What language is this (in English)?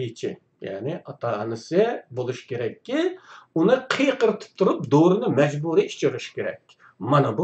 Uyghur